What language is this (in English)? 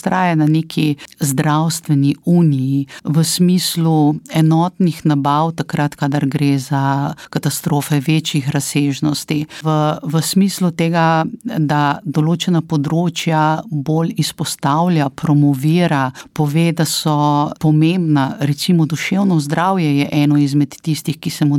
Slovenian